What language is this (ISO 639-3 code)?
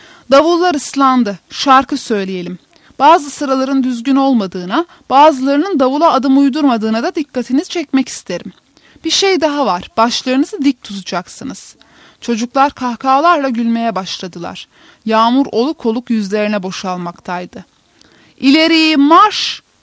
tur